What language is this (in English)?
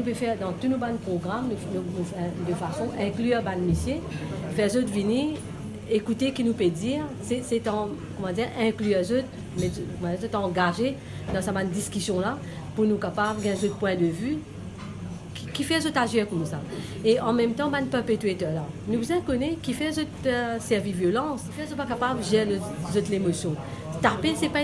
Morisyen